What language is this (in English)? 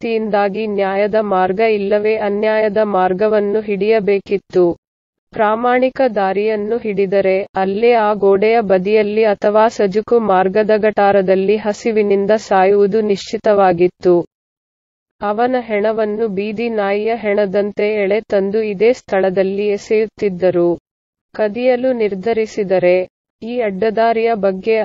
Kannada